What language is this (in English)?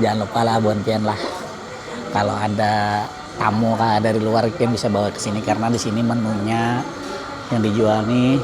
Banjar